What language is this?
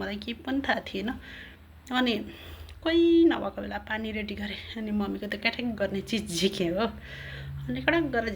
Nepali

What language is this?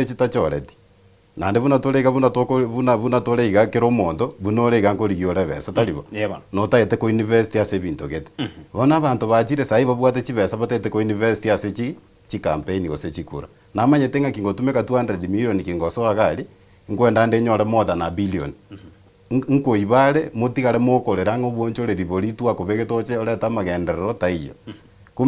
Gusii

